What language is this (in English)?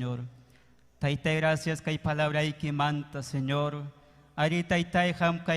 Ayacucho Quechua